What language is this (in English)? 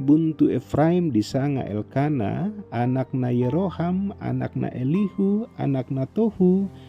Toraja-Sa'dan